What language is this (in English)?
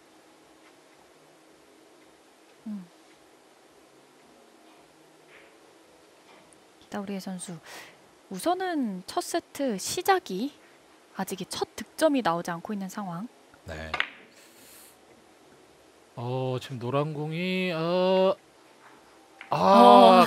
Korean